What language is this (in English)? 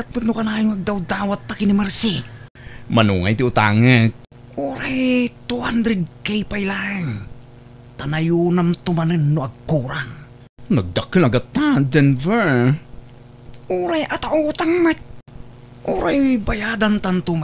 Iloko